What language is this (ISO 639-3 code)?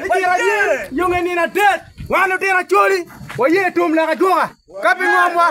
ach